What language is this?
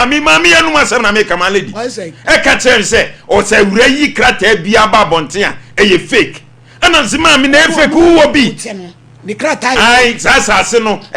Akan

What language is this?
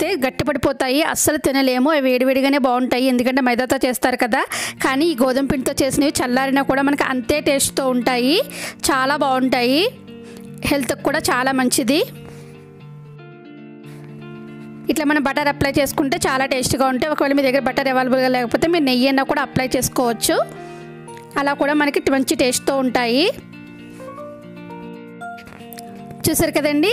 Telugu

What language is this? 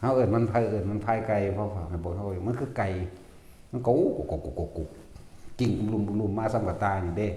Northeastern Thai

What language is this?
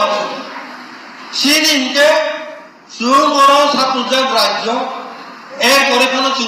Kok Borok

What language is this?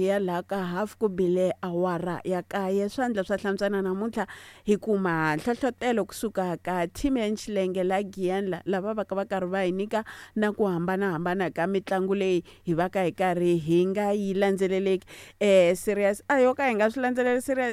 Tsonga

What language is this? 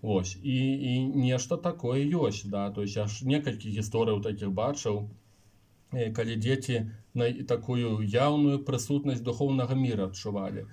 Belarusian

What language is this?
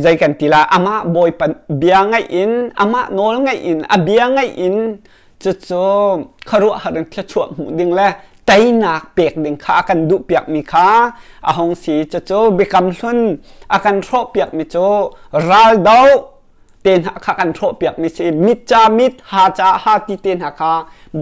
Hakha Chin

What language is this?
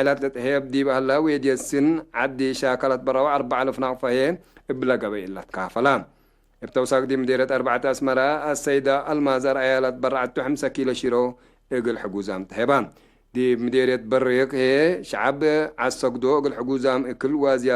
Tigre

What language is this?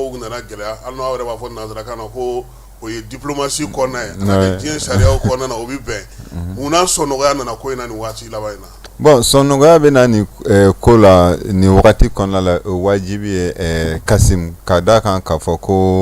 Bambara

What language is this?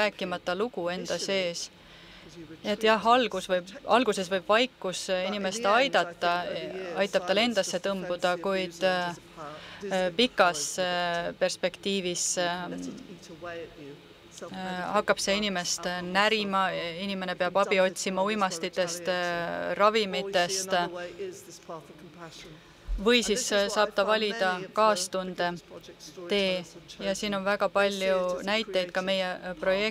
Estonian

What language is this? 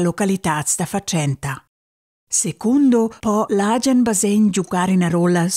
Romansh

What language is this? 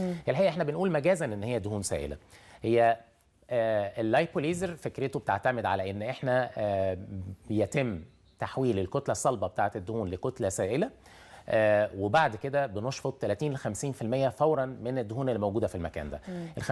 Egyptian Arabic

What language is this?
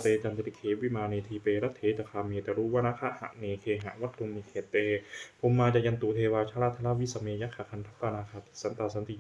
Pali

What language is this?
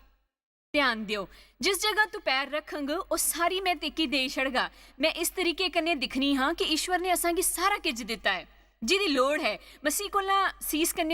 Dogri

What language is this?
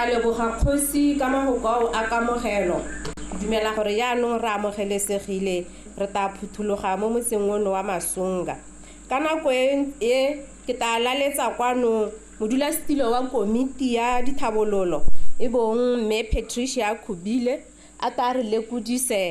Tswana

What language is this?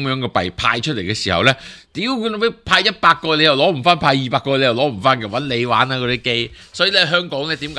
Cantonese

